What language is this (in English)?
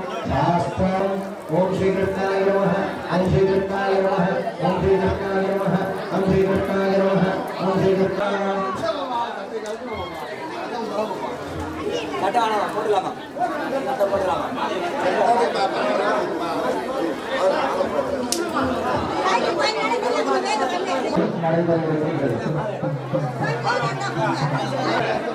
Tamil